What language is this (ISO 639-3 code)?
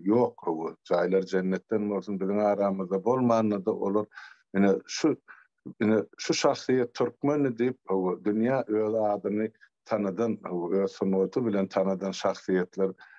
tuk